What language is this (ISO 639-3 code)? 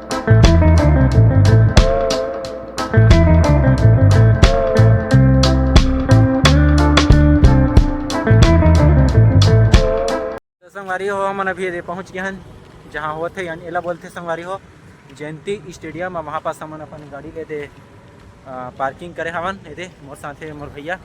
hne